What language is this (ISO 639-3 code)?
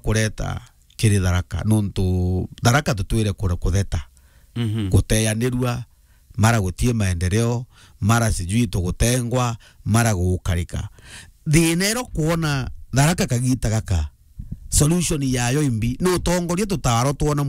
mer